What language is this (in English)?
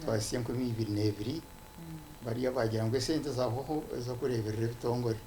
Nyankole